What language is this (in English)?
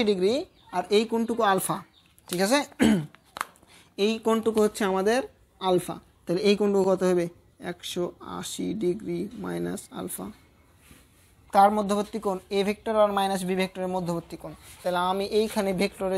Bangla